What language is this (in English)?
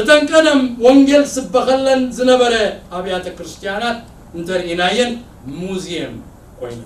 Tigrinya